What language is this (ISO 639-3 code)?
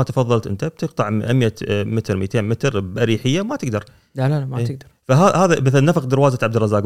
afb